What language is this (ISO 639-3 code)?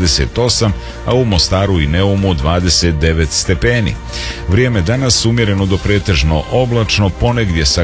srp